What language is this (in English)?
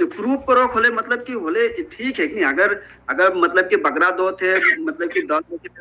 Sadri